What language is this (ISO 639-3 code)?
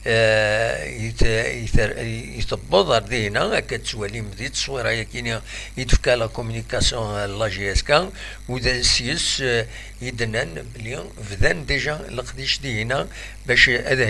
kab